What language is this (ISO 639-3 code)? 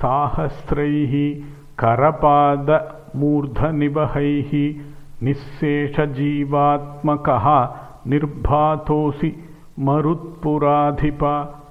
san